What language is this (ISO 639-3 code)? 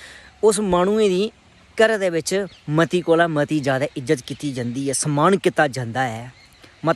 doi